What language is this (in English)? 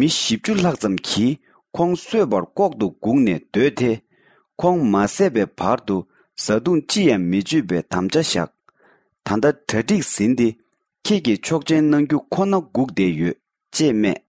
Tibetan